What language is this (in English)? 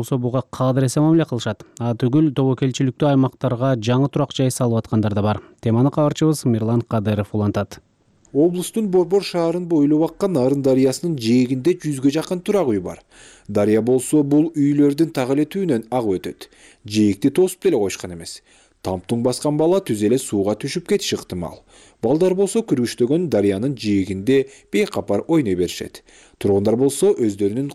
Kyrgyz